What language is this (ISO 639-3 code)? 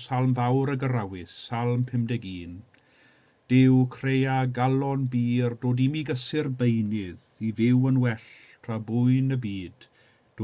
cym